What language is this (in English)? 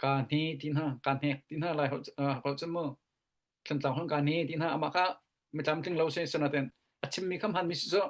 Hakha Chin